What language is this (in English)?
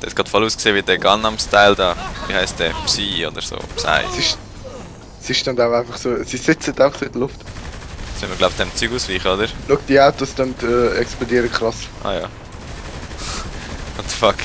Swiss German